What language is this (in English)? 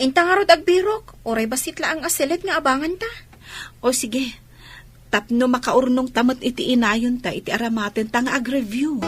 Iloko